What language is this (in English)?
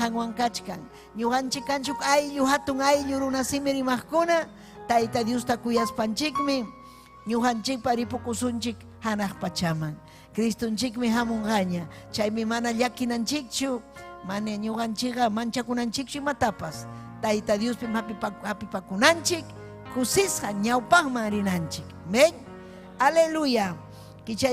Ayacucho Quechua